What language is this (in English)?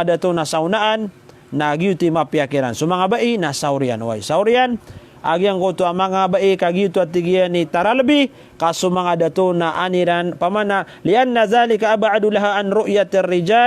Maranao